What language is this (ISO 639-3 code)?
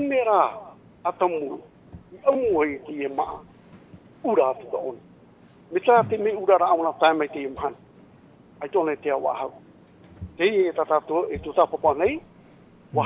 tah